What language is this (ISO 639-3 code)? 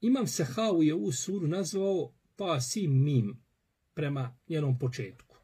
bos